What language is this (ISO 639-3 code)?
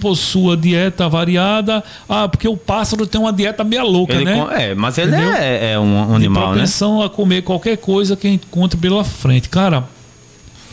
por